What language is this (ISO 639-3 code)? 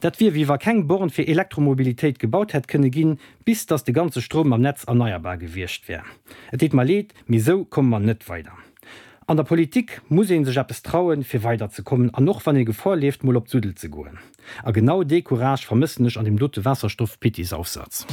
ltz